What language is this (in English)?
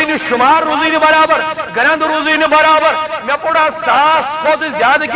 Kashmiri